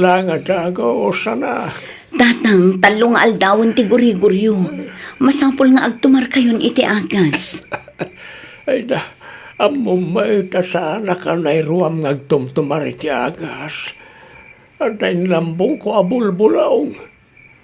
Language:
Iloko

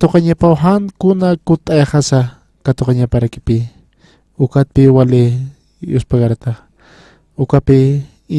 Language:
Aymara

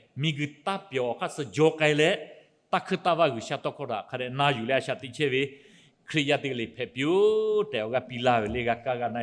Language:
Lahu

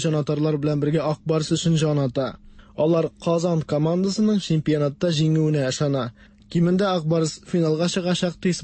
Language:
Tatar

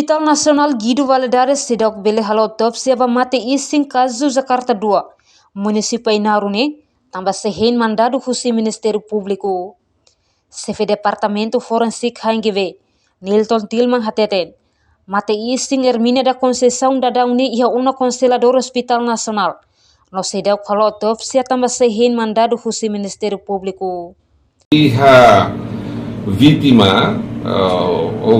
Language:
Tetum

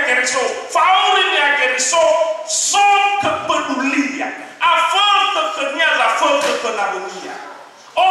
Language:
Nias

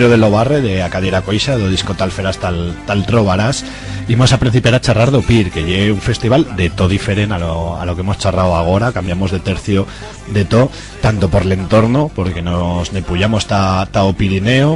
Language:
Aragonese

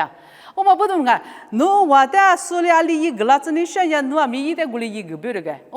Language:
Lisu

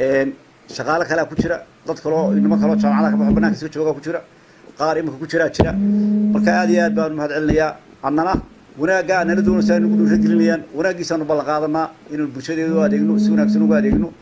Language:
Somali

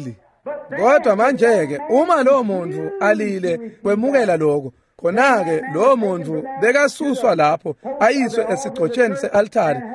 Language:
Swati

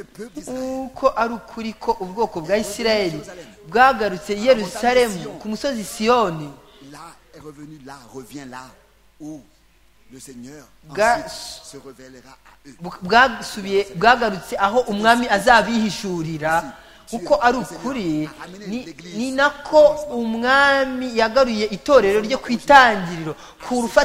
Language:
Kinyarwanda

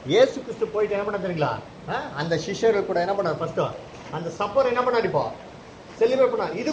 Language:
Tamil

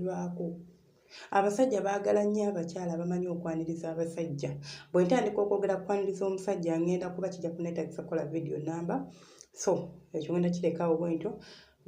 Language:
Ganda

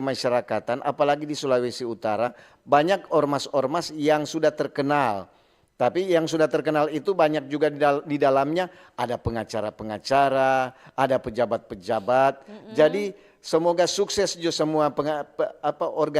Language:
Manado Malay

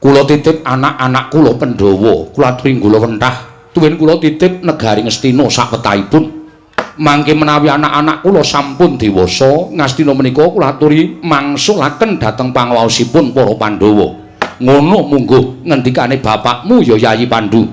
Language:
Javanese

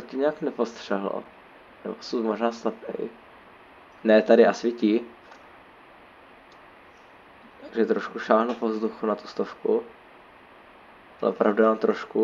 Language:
Czech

